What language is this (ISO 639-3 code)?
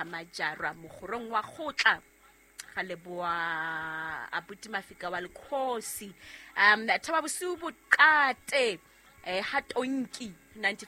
sot